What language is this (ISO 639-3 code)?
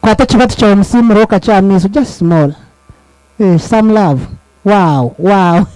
nyn